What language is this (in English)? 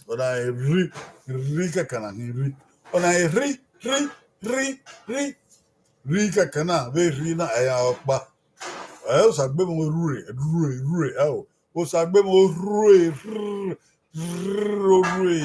Bini